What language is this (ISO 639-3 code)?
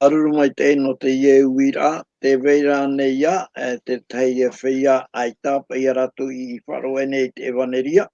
tah